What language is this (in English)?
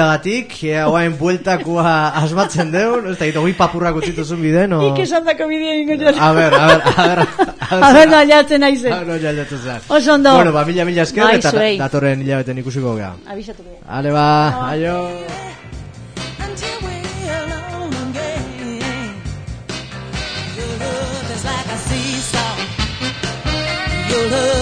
Basque